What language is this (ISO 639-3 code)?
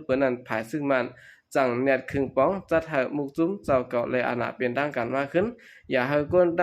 shn